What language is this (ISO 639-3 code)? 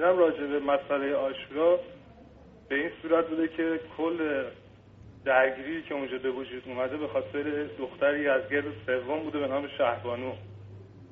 fas